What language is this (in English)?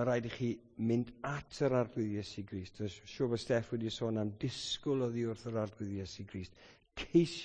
Welsh